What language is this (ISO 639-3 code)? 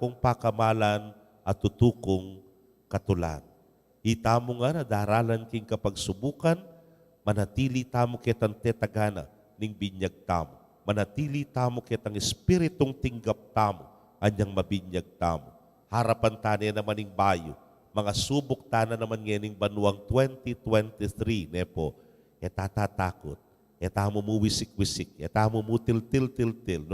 pam